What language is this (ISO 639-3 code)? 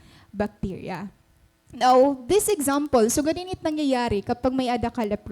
war